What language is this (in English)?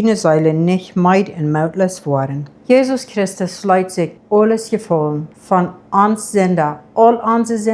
Plautdietsch